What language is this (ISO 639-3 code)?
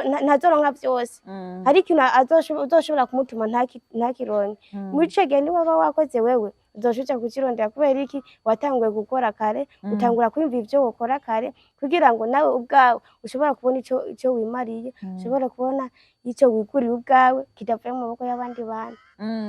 run